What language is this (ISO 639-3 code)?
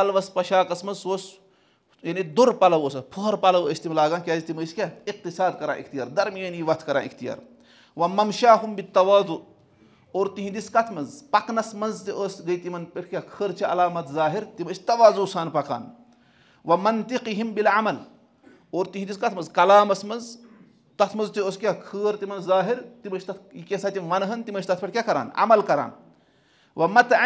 kas